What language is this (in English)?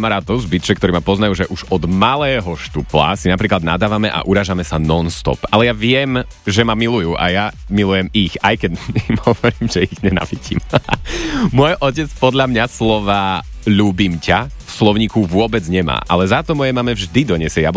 Slovak